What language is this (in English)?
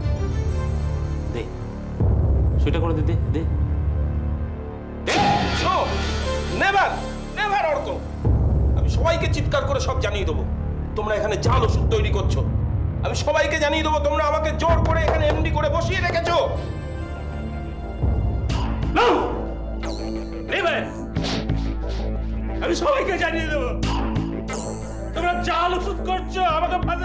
Bangla